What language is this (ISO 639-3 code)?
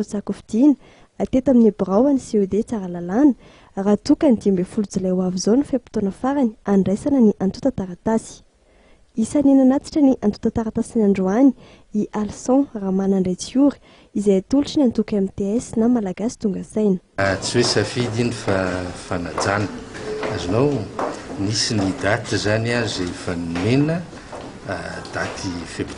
mlg